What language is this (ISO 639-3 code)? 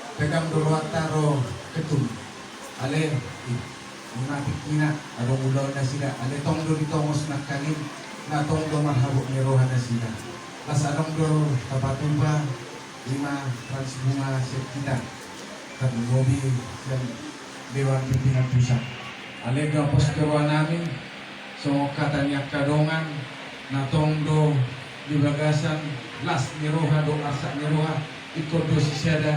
bbc